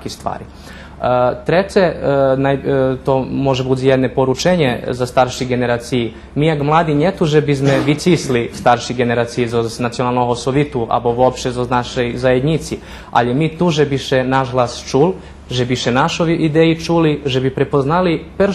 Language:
Rusyn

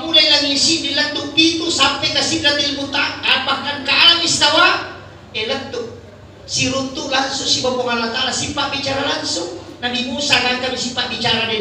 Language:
Buginese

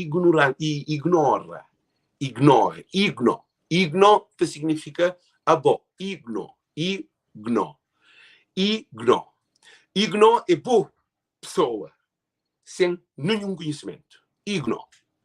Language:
Kabuverdianu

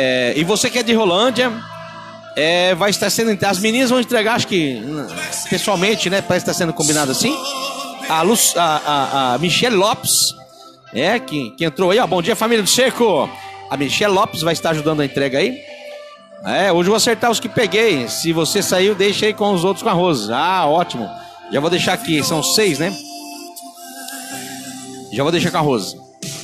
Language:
Portuguese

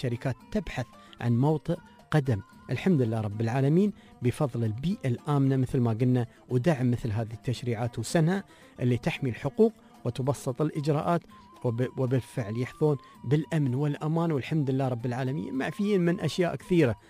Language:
Gulf Arabic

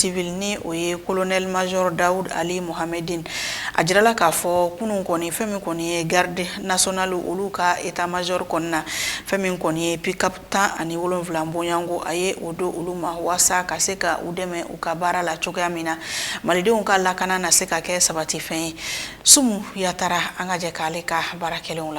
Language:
Bambara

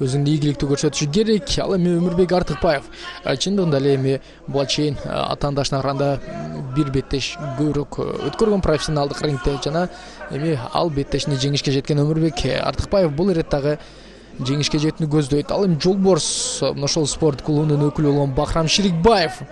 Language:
Kyrgyz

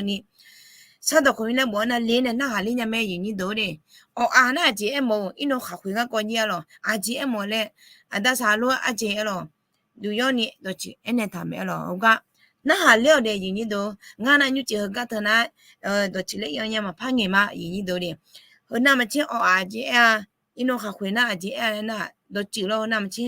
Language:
Akha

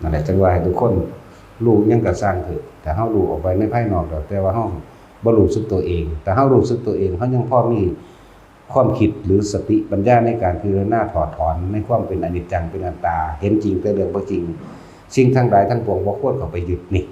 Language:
Lao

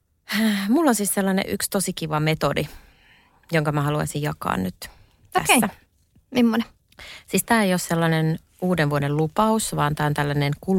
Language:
Finnish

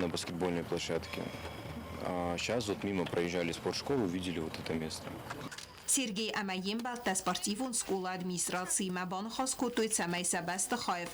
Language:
Ossetic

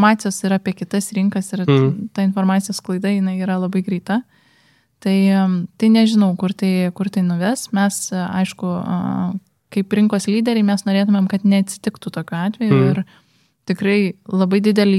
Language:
Lithuanian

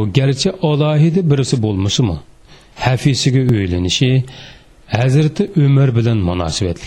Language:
Uyghur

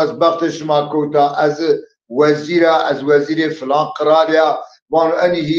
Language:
Zaza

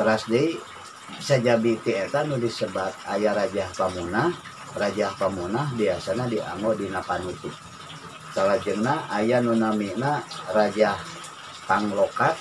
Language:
Sundanese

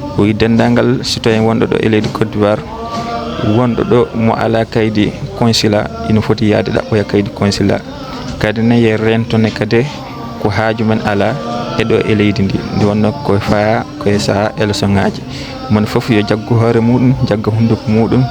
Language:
Fula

